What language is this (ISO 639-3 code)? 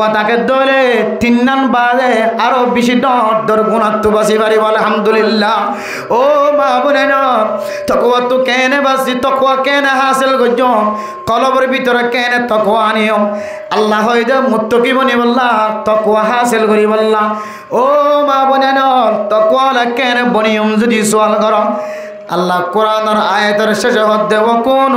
rhg